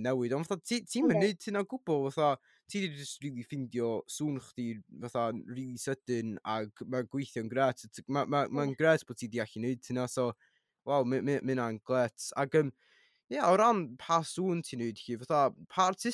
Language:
Welsh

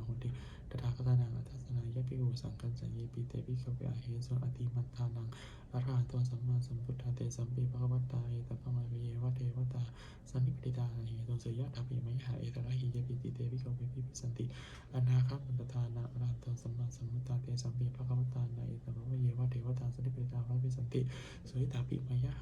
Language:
Pali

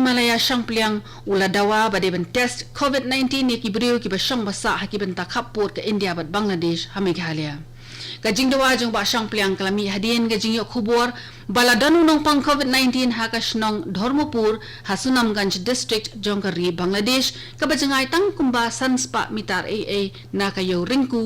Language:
Khasi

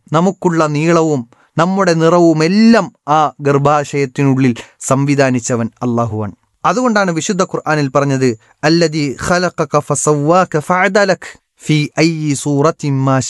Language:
Malayalam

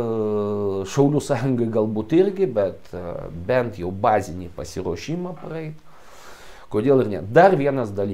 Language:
Lithuanian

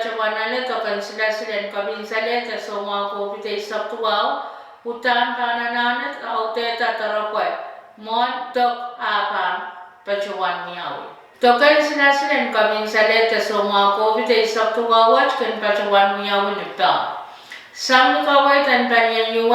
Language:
Pohnpeian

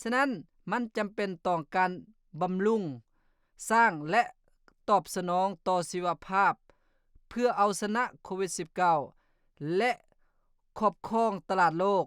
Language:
Lao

